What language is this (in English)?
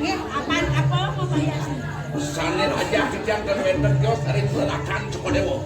Balinese